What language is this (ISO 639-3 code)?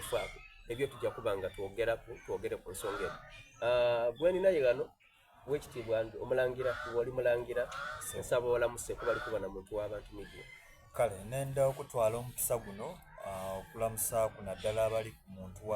xog